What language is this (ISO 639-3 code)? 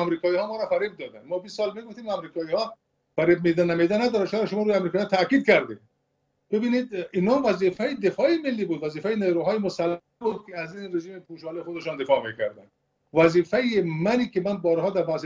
fas